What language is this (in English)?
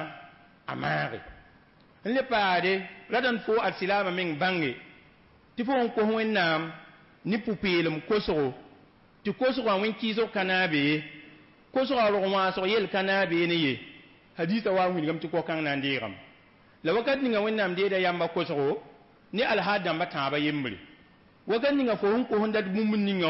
Mossi